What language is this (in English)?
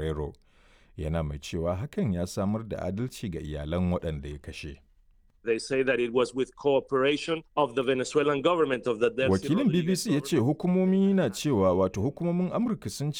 Hausa